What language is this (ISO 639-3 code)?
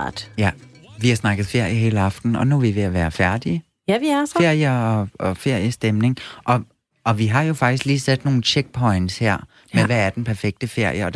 dan